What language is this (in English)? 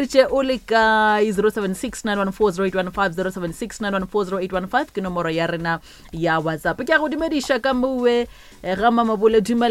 Northern Sotho